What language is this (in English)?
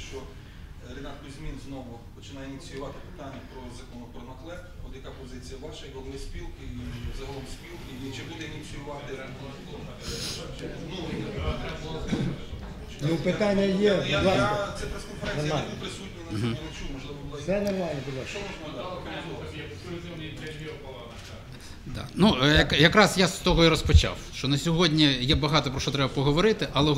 Ukrainian